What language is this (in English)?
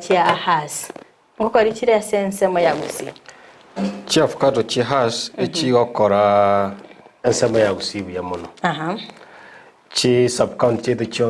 Gusii